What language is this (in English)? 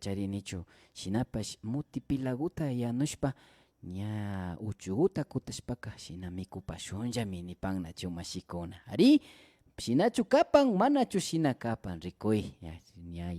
Imbabura Highland Quichua